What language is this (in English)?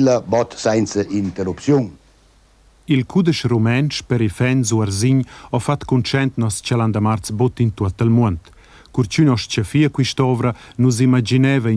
Romansh